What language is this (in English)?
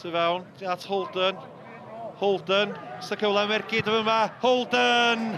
Welsh